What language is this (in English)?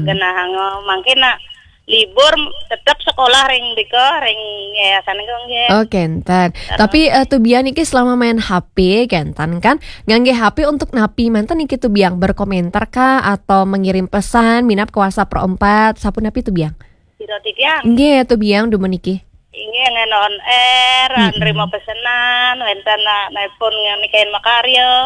Balinese